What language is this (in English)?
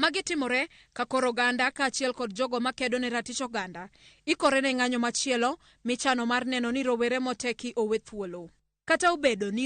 Luo (Kenya and Tanzania)